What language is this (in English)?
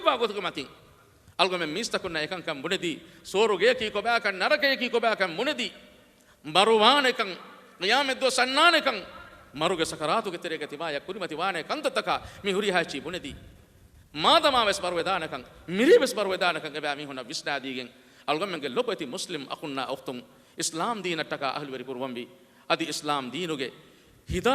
Divehi